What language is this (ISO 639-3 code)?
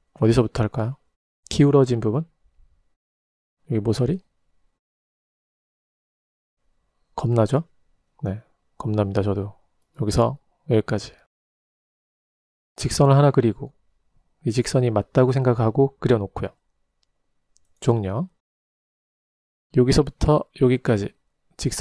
kor